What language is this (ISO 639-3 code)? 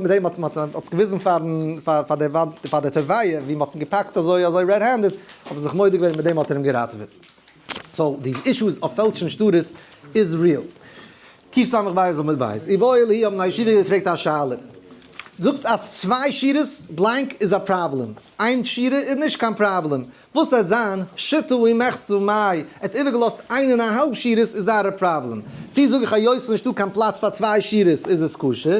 yid